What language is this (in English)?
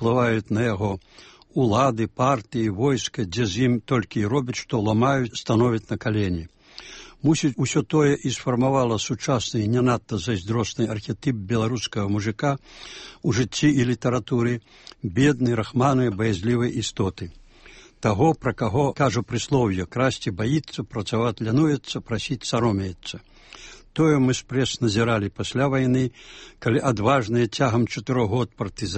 Belarusian